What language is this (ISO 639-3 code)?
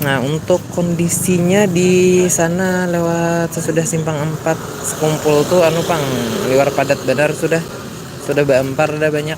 bjn